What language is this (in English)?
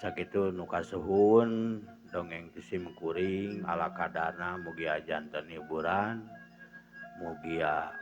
Sundanese